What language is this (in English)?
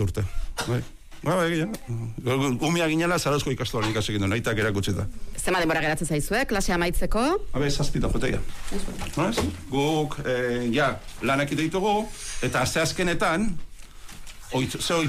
Basque